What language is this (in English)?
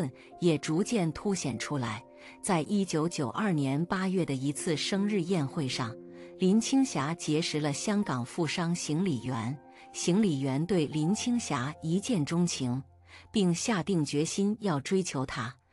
Chinese